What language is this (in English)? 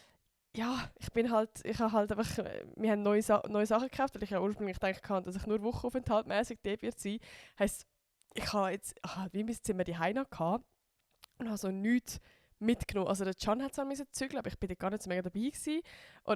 Swiss German